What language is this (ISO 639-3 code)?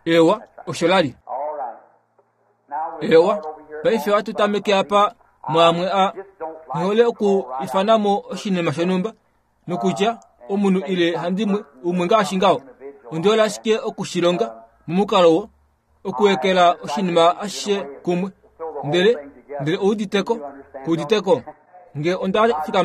kua